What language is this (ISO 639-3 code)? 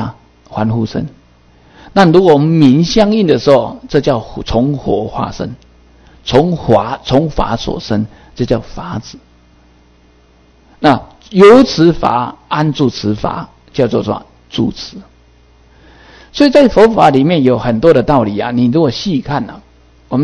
zho